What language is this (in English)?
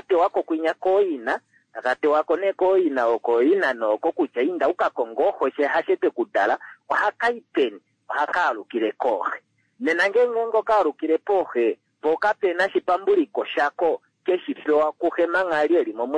Kuanyama